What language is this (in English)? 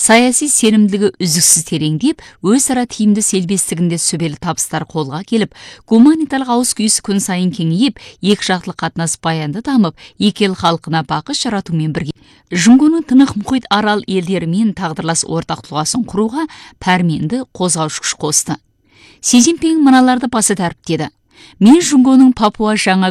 Kazakh